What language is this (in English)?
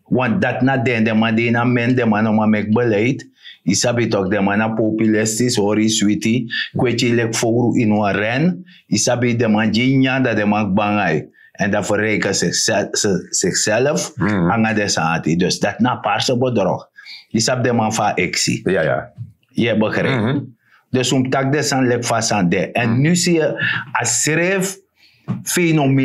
Sranan Tongo